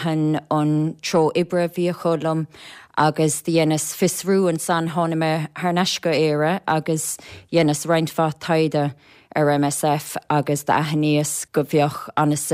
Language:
Irish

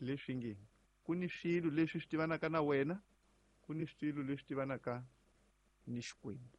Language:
Tsonga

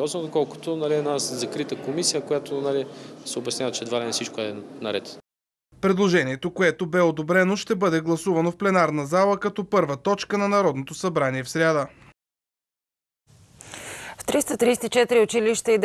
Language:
Bulgarian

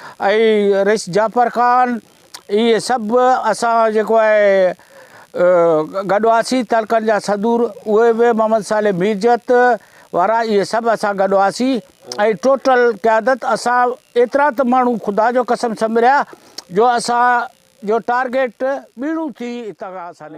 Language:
Sindhi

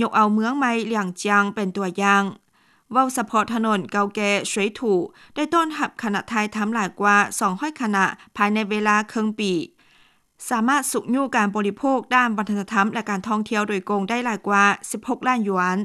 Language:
Lao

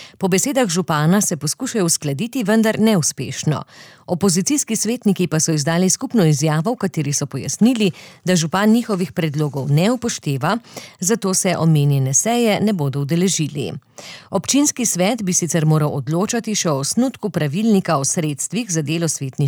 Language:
Slovenian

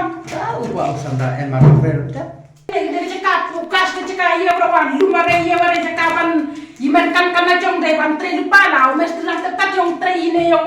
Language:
Khasi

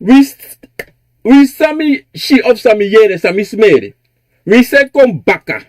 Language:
Sranan Tongo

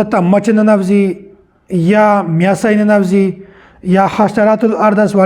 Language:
Pashto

